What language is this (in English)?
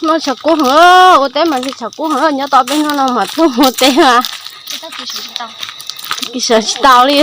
Hmong